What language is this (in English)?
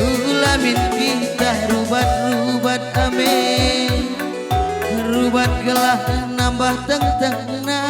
Batak Karo